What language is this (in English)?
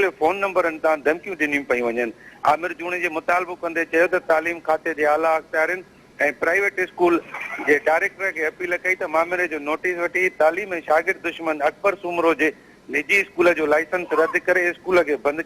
Sindhi